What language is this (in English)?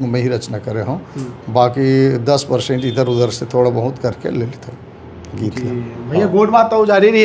Chhattisgarhi